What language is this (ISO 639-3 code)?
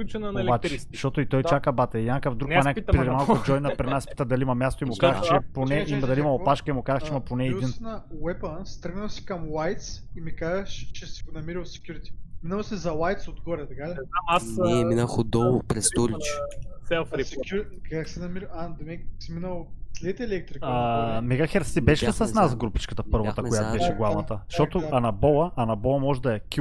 bul